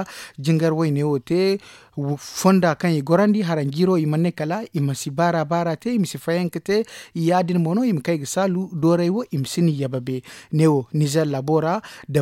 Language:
Zarma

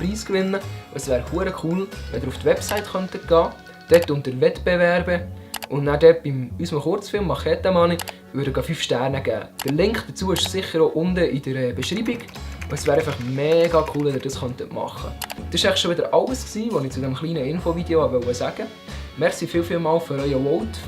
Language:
Swiss German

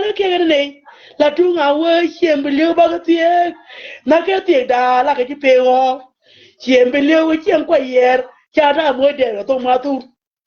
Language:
Nuer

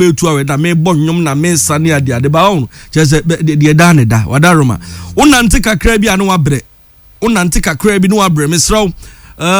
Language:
Akan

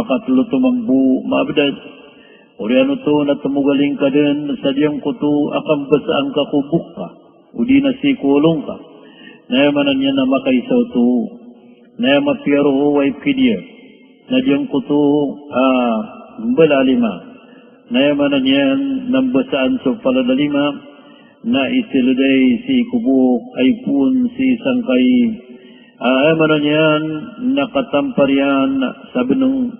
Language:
Maranao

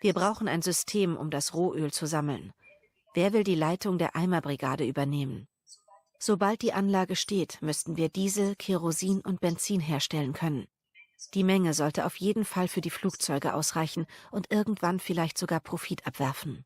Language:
Swiss German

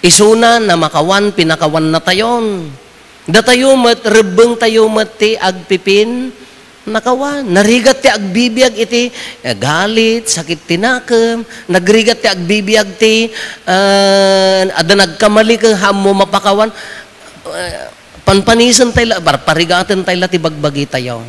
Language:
Iloko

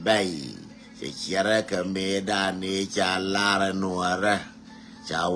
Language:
Nuer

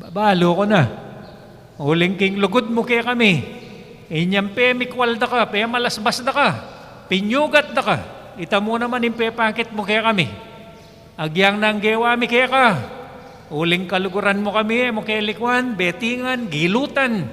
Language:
Pampanga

